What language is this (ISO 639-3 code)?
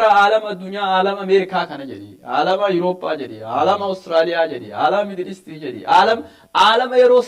orm